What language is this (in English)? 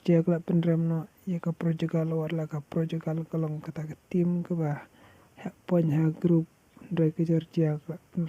Khasi